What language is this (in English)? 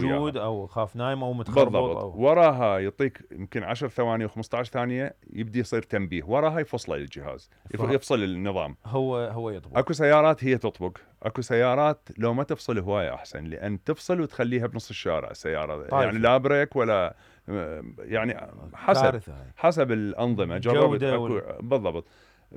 Mesopotamian Arabic